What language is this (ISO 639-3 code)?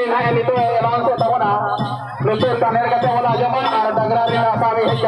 sat